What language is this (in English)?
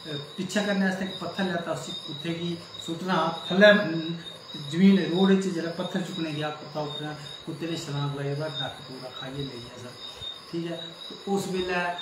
Dogri